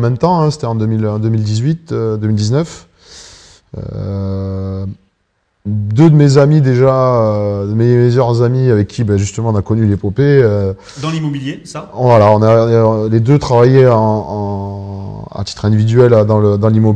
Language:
French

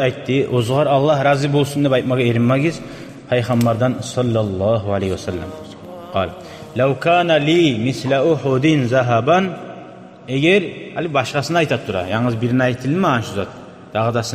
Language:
Kumyk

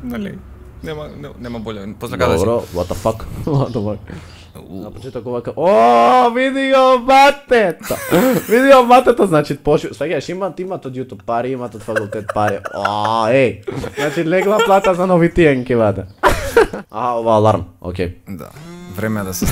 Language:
Macedonian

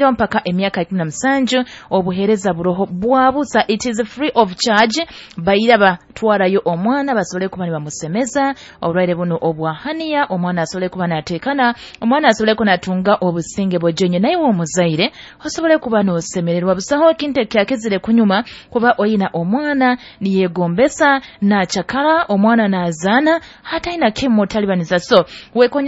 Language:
Nyoro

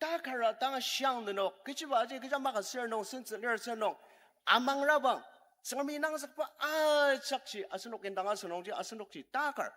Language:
Ao Naga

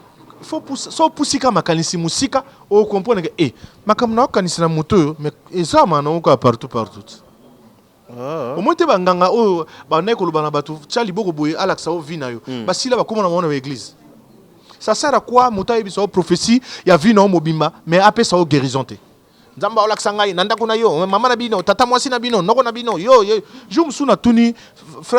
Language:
Lingala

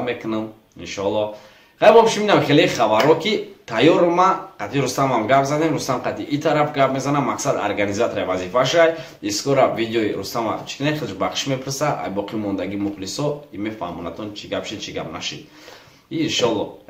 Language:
Tajik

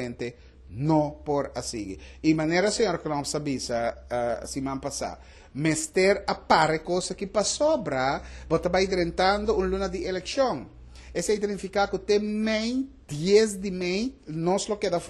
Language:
Papiamento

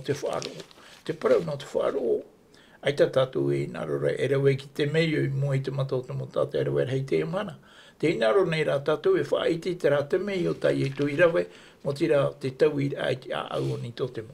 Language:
Tahitian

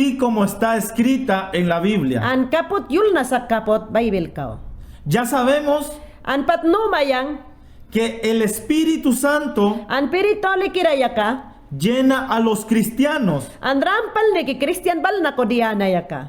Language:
Mayangna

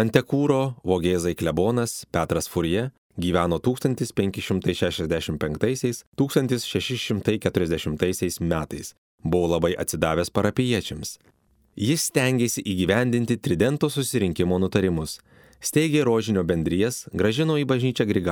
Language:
Lithuanian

